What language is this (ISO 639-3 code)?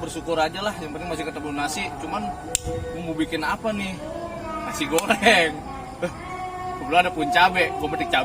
bew